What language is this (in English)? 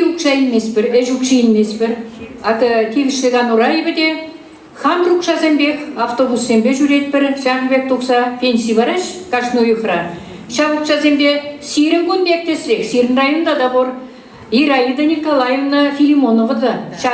Chuvash